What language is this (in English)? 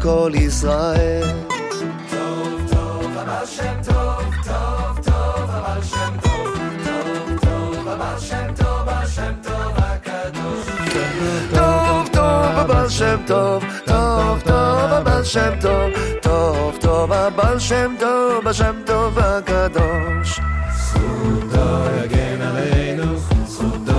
Hebrew